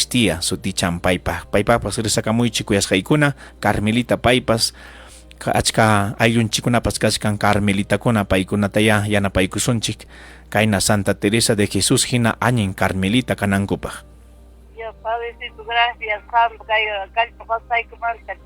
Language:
Ayacucho Quechua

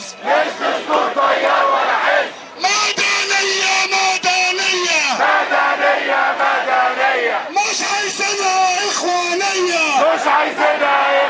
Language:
Egyptian Arabic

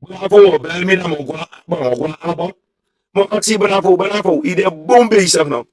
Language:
Sranan Tongo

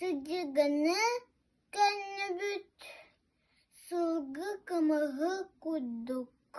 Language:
Yakut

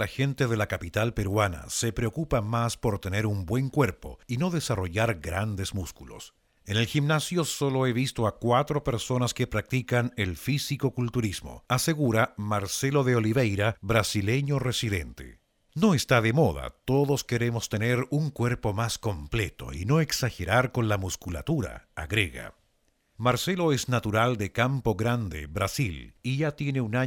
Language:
Spanish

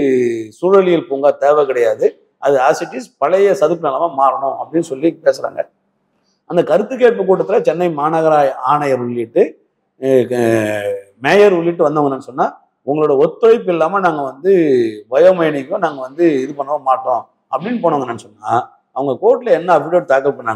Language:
Tamil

